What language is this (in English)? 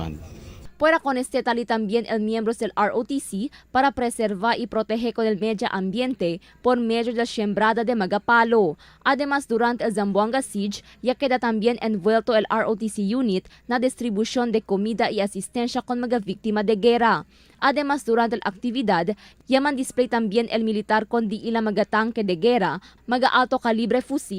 Chavacano